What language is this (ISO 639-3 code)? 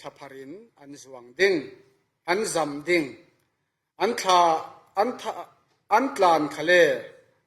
cfm